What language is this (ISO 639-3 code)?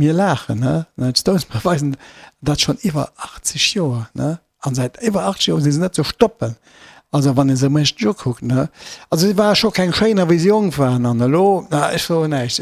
ltz